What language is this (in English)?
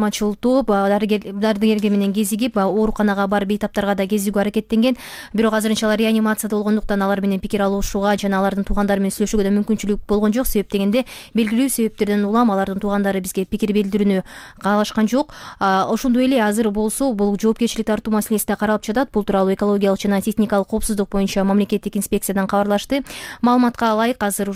Kyrgyz